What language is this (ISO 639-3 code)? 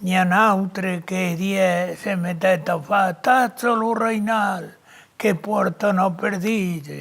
oci